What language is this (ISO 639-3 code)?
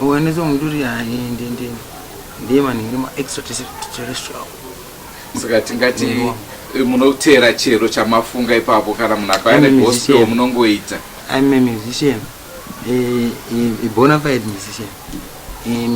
sna